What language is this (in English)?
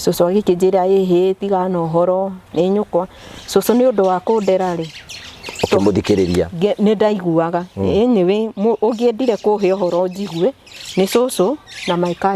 Kikuyu